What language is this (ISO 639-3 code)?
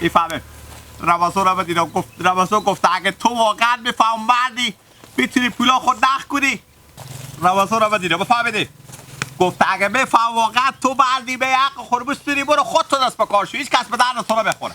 fas